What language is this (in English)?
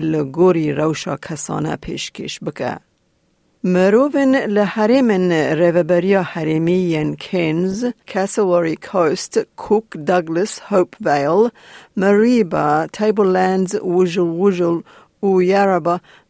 Kurdish